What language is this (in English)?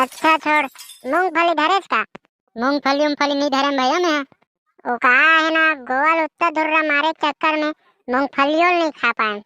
Chhattisgarhi